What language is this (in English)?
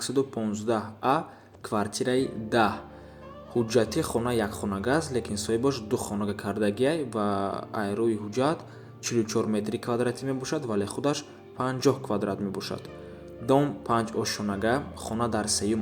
Tajik